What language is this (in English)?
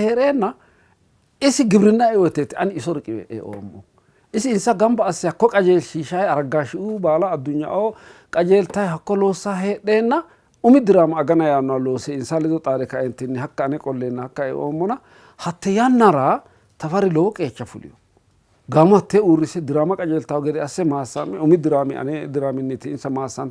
Sidamo